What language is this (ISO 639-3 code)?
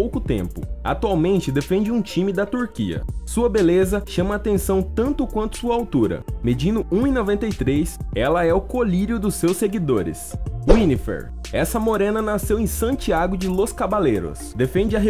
por